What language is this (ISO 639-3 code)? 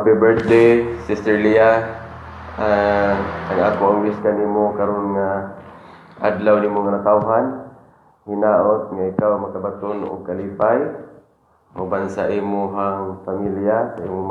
ceb